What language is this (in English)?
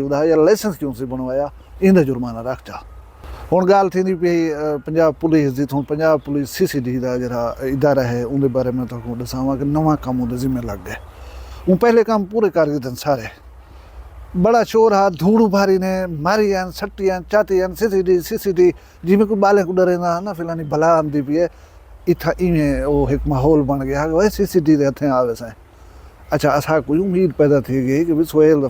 Saraiki